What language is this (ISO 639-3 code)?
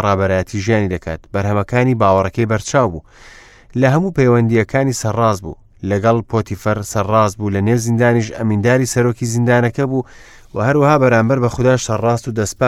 ckb